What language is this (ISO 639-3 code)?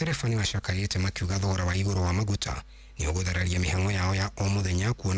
kik